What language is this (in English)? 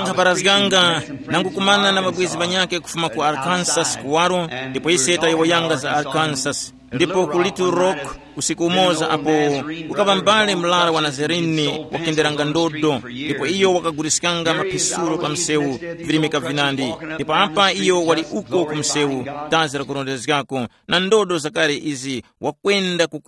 Tumbuka